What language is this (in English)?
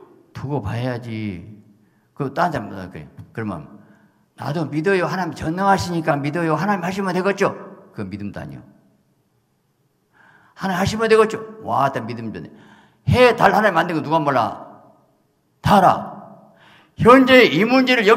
Korean